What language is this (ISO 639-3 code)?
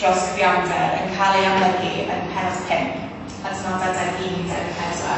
cym